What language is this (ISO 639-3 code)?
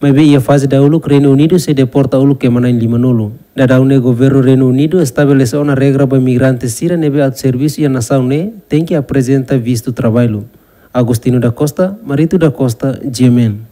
tet